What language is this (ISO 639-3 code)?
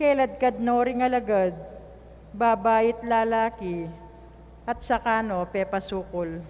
pam